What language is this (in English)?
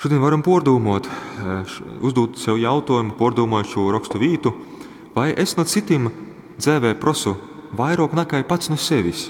Latgalian